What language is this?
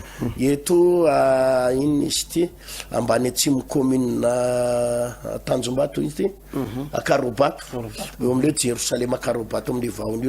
Malagasy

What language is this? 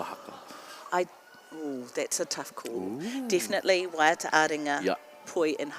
Māori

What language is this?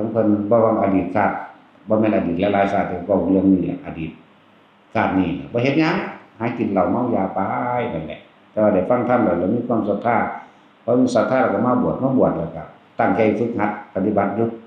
Northeastern Thai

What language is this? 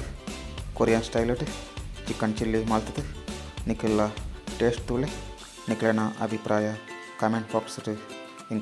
Tulu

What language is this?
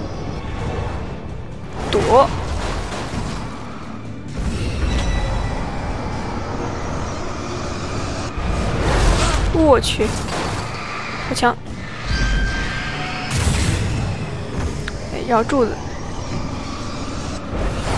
Chinese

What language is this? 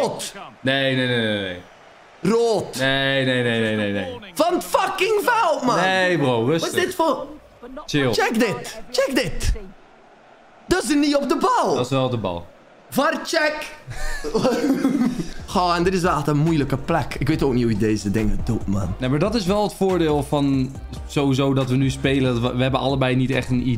Dutch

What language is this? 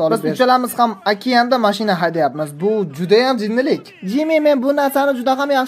Uzbek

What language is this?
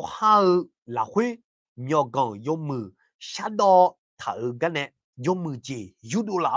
Akha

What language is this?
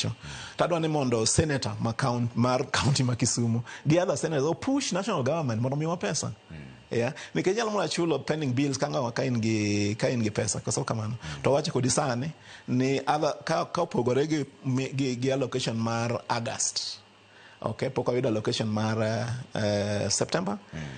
Luo (Kenya and Tanzania)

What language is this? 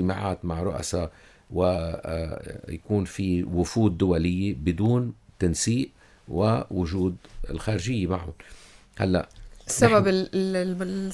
North Levantine Arabic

